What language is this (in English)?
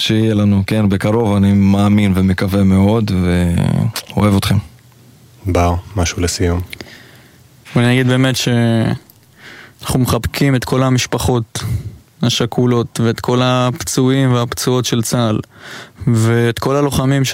Hebrew